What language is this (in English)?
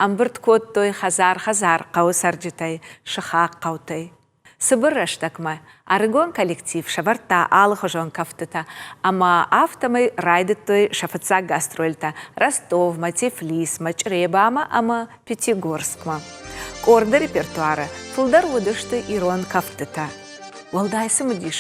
Ossetic